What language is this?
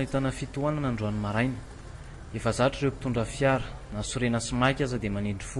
Malagasy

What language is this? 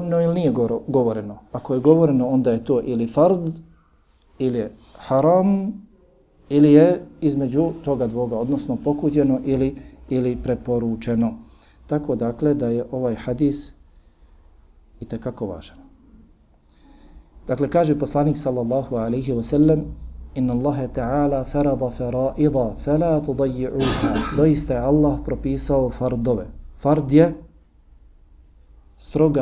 Bosnian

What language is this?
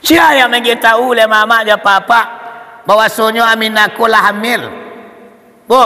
Minangkabau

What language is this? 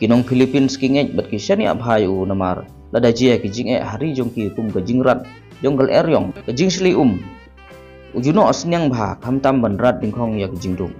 Khasi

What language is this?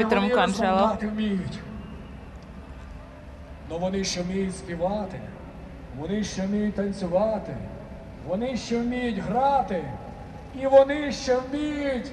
Ukrainian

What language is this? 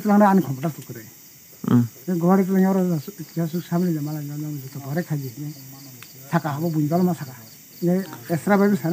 Kok Borok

